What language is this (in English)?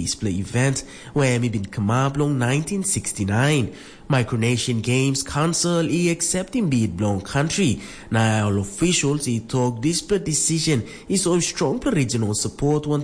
Tok Pisin